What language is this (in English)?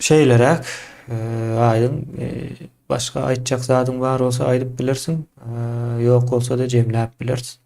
Turkmen